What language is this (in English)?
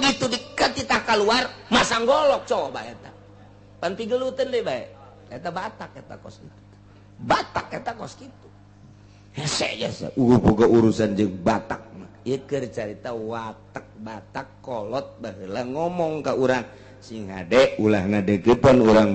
Sundanese